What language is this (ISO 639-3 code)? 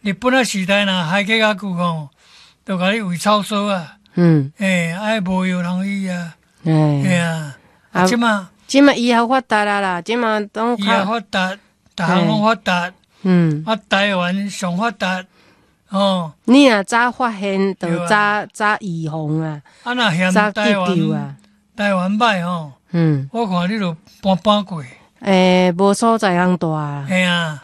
nan